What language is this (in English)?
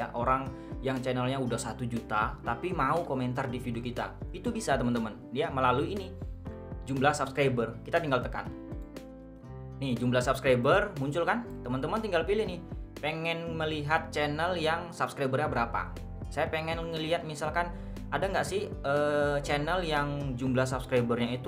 Indonesian